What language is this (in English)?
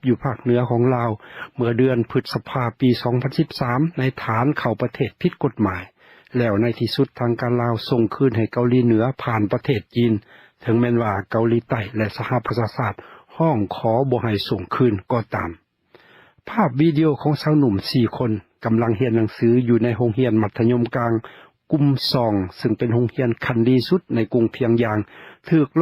Lao